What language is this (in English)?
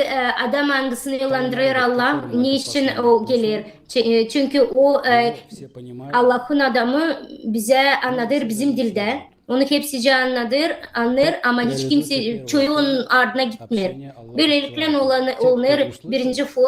Gagauz